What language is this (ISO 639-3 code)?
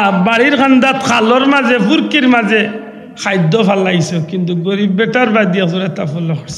syl